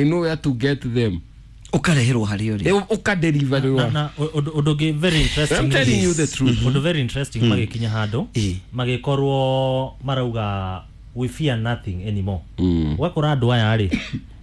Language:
Kikuyu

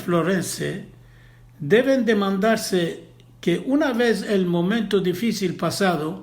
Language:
Ladino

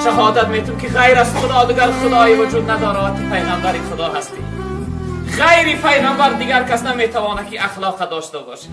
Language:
Tajik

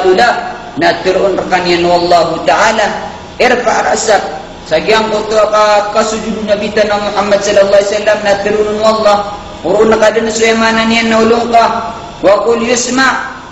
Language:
Maranao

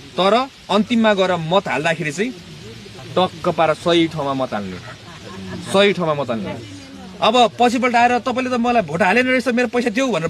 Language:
Nepali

